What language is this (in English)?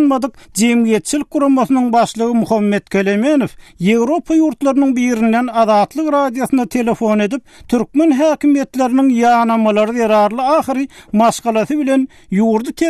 Turkmen